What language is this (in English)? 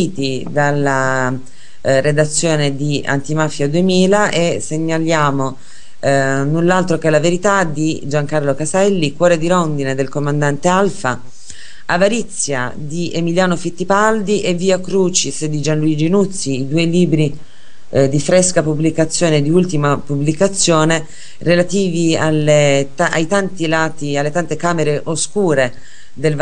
Italian